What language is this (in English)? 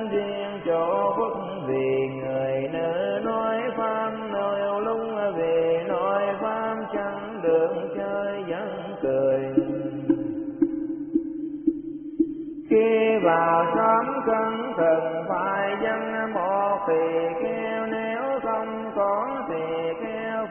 Vietnamese